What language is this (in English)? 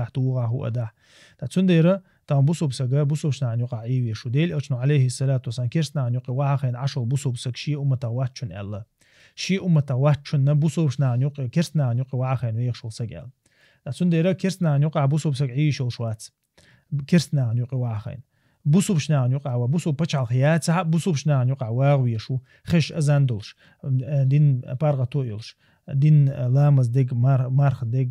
Chechen